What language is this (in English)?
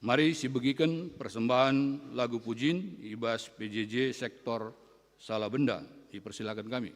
Batak Karo